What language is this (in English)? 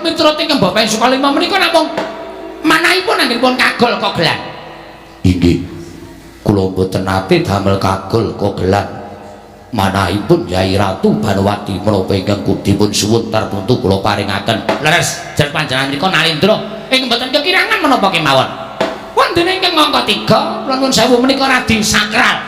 Javanese